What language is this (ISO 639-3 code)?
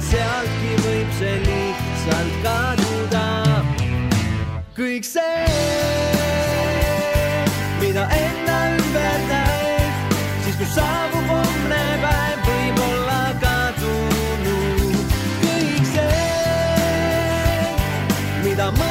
est